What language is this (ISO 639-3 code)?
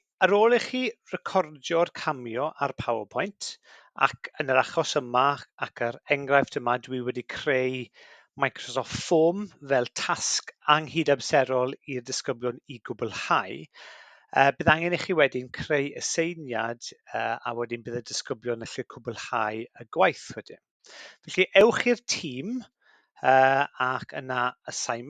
cym